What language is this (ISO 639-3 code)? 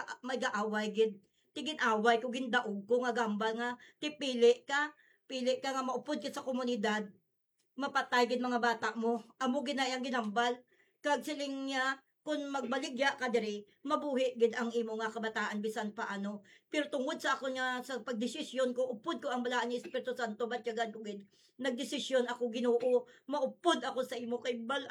hil